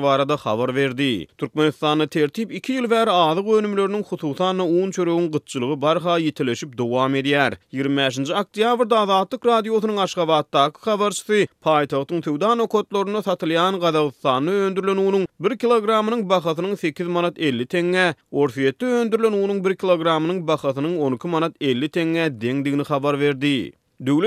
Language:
Turkmen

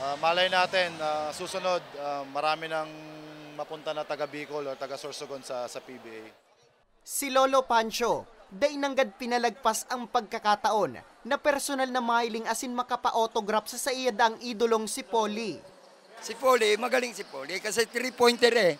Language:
Bikol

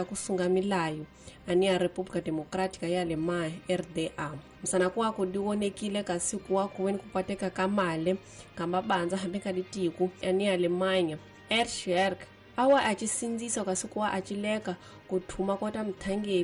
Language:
Tsonga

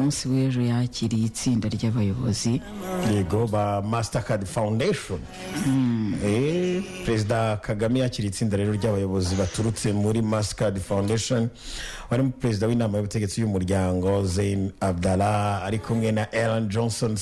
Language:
Kinyarwanda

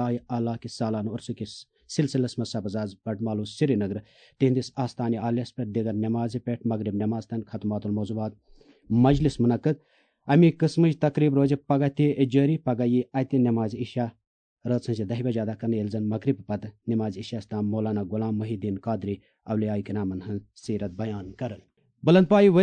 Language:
Kashmiri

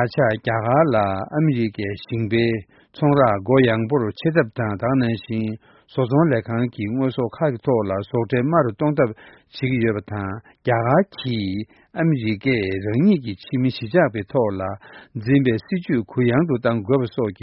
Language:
Korean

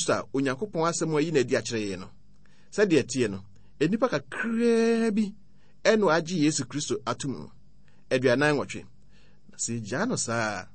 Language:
Akan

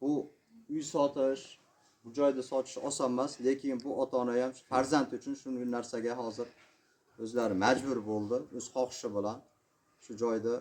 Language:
Uzbek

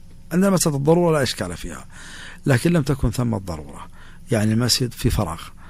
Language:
Najdi Arabic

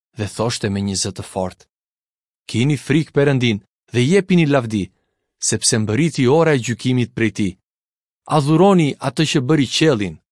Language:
Albanian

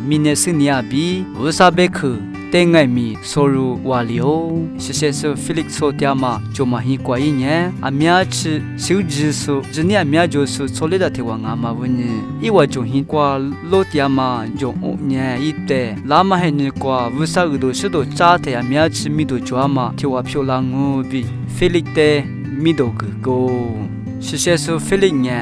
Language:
Lisu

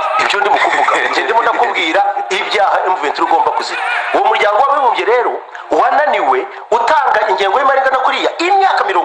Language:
Kinyarwanda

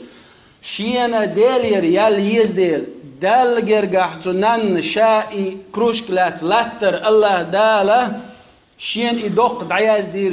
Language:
Chechen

